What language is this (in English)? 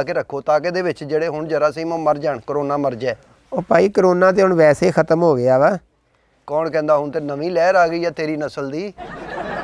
Punjabi